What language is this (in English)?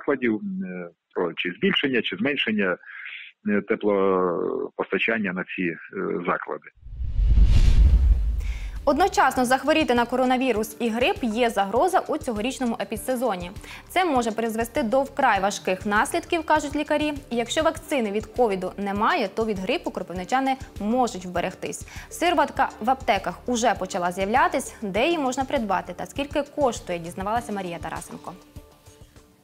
Ukrainian